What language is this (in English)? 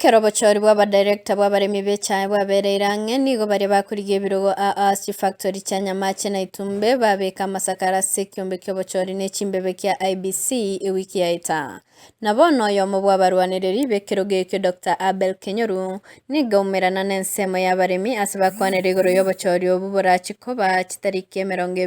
Gusii